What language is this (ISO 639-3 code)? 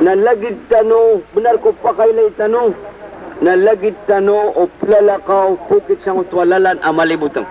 mrw